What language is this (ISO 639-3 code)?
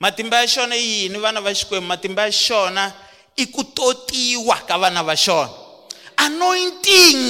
tso